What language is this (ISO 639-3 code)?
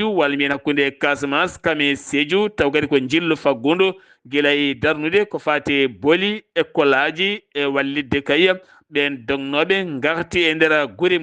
ful